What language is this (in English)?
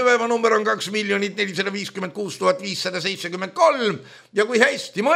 Estonian